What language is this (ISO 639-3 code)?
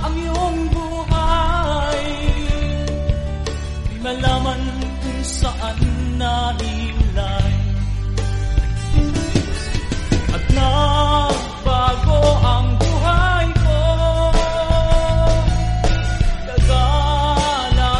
fil